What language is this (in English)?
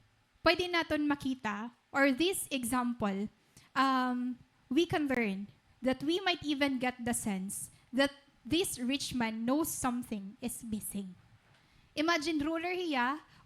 Waray